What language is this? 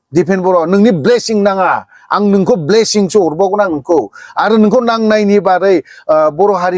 Bodo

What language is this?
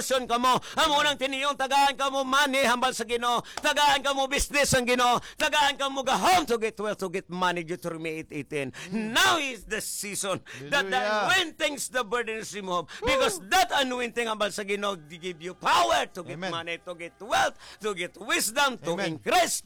Hiligaynon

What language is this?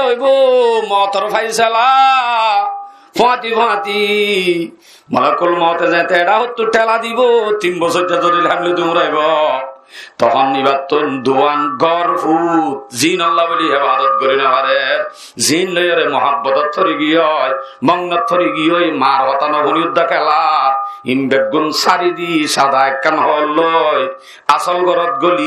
Rohingya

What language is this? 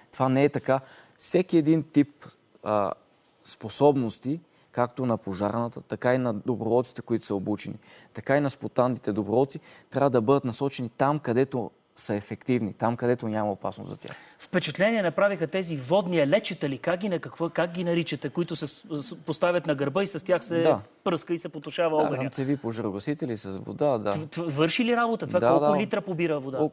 Bulgarian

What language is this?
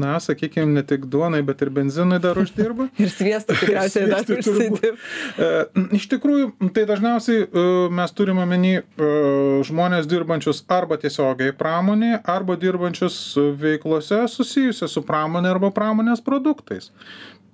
Lithuanian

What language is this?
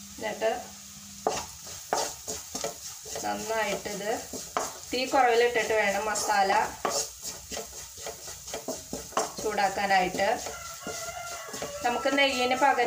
Malayalam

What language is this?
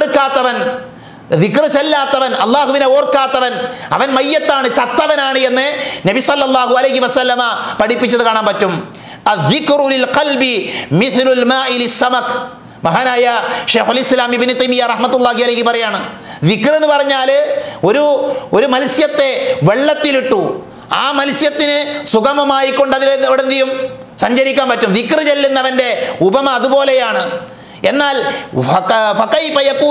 Malayalam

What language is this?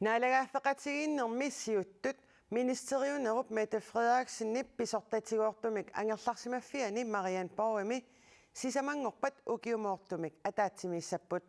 Kalaallisut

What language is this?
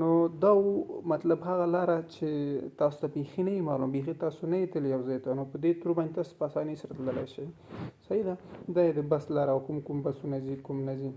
Pashto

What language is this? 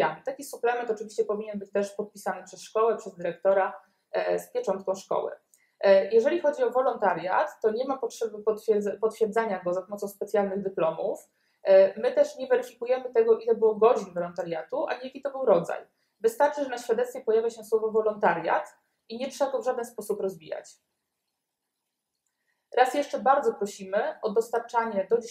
Polish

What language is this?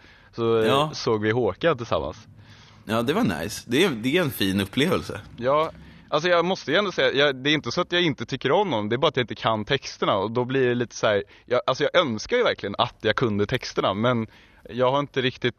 Swedish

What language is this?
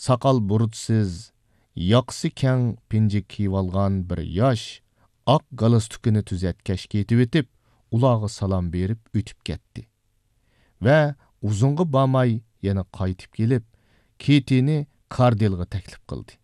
Uyghur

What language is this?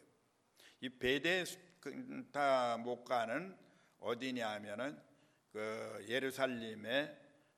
Korean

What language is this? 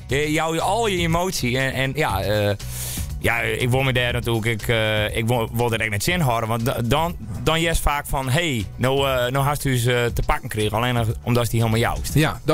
Western Frisian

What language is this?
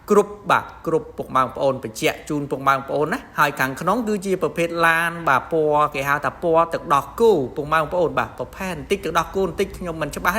Khmer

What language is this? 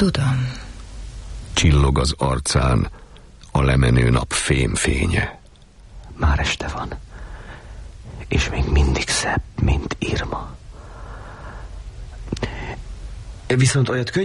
Hungarian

